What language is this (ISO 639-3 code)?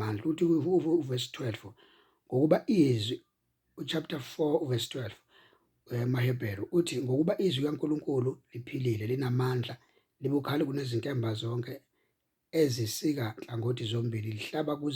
zul